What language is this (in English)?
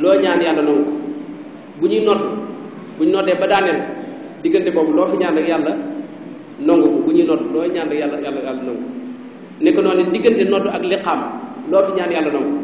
Wolof